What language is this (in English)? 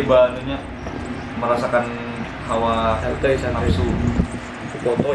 Banjar